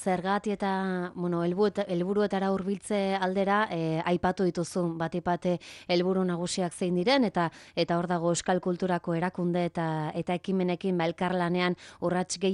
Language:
Basque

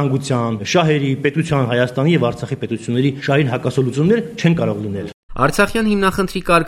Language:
Armenian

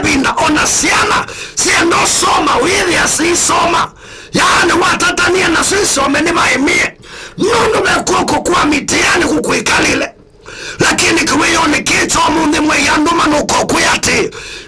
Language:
Kamba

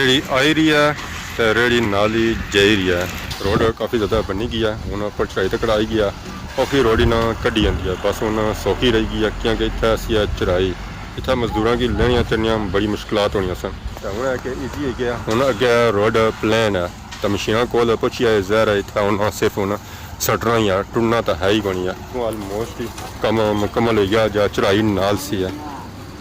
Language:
Pahari-Potwari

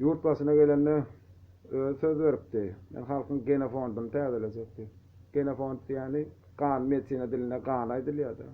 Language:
Turkmen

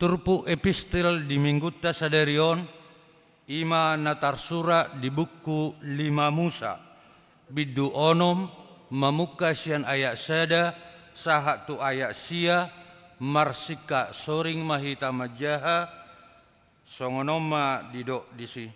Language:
Batak Toba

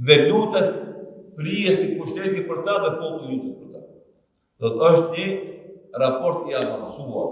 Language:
Albanian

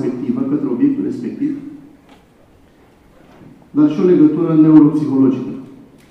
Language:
Romanian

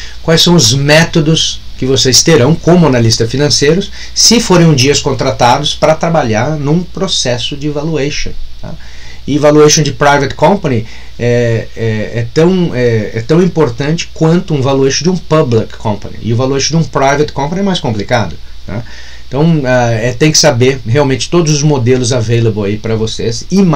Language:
Portuguese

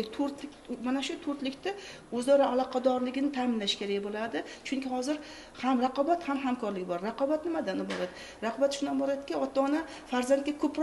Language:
Uzbek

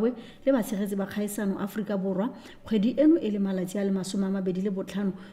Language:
Tswana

